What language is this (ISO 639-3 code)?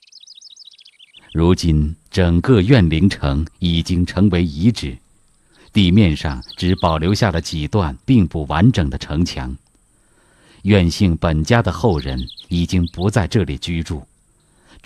zho